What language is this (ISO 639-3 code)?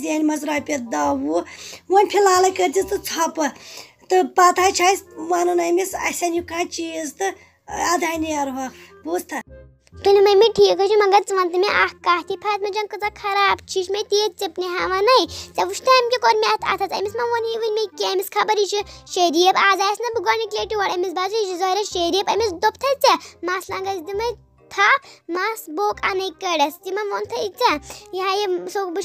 kas